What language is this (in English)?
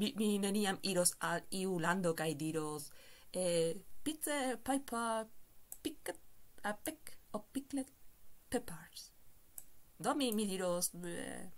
Esperanto